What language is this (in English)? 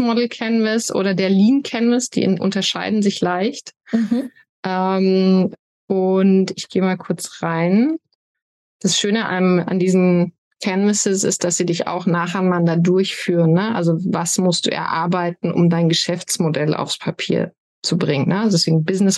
German